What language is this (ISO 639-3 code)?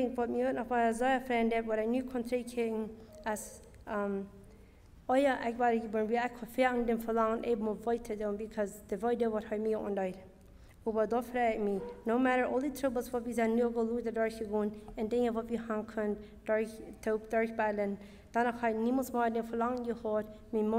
pdt